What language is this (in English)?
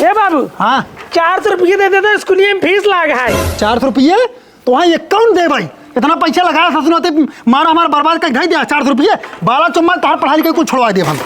Awadhi